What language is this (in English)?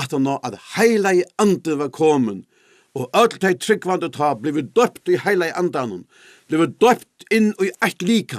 Faroese